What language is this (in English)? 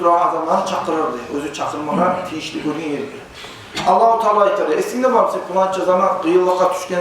Kumyk